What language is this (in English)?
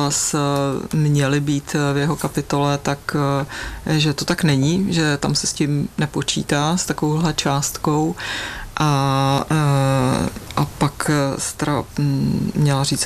Czech